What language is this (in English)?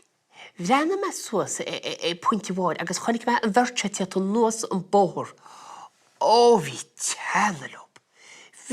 Irish